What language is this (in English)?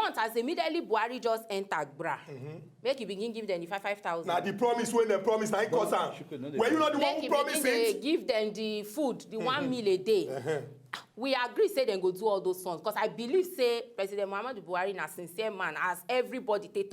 Nigerian Pidgin